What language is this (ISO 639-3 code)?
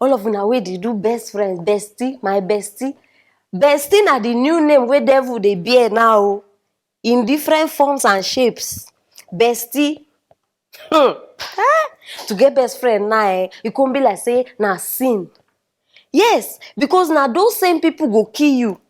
pcm